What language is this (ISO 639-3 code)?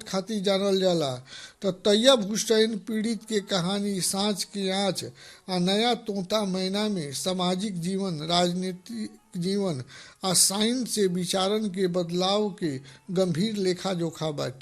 bho